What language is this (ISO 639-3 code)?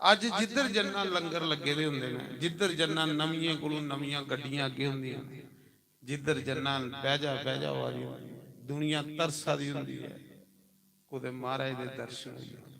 doi